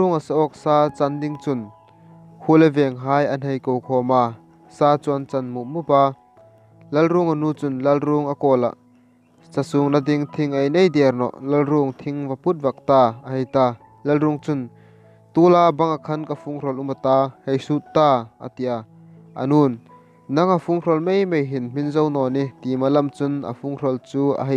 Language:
Hmar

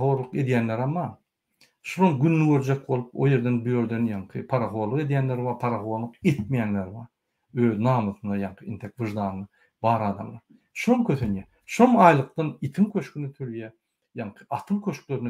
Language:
Turkmen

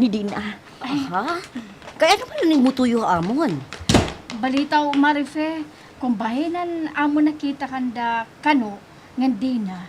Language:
Waray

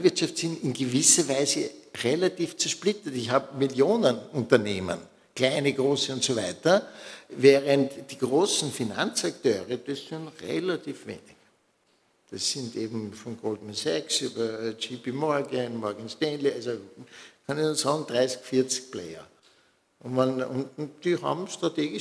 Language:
German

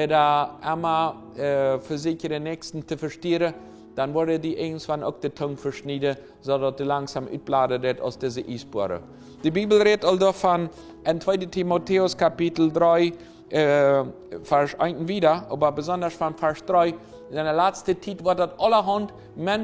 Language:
Plautdietsch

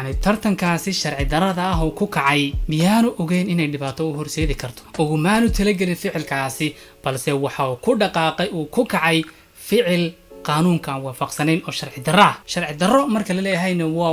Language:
Somali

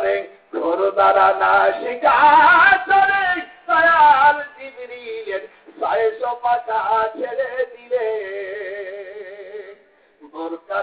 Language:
Bangla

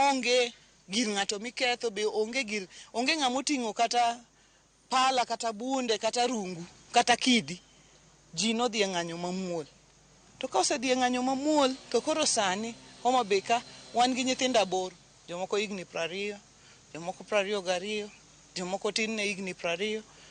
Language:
Luo (Kenya and Tanzania)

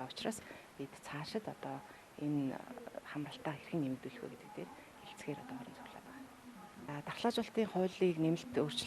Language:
Mongolian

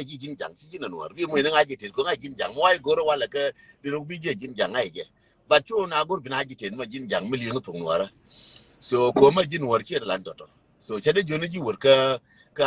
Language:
Nuer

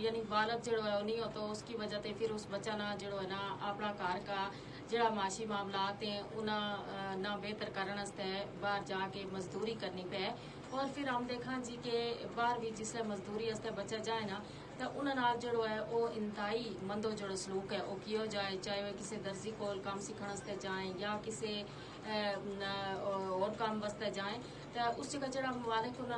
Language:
Gujari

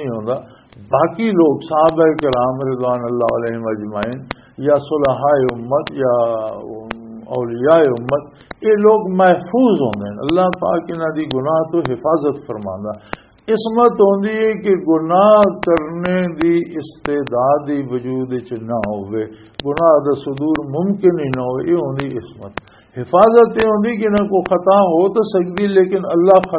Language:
Western Panjabi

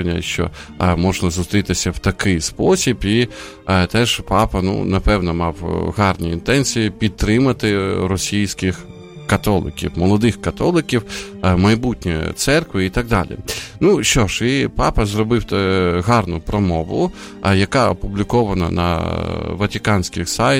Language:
Ukrainian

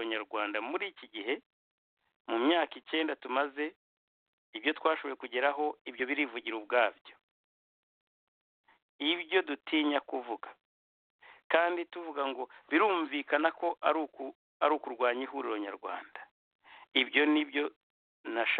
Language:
Kinyarwanda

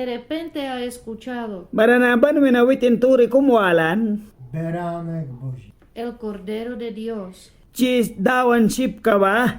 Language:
Mískito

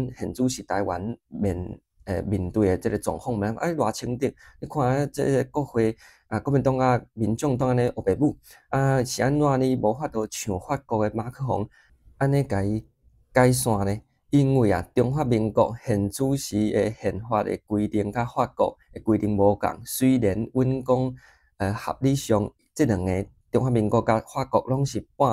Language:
Min Nan Chinese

